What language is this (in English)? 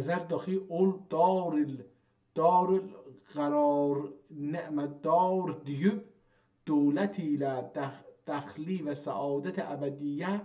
South Azerbaijani